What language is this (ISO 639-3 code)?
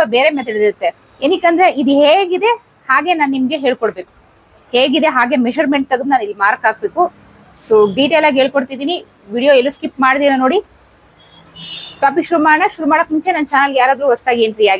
kan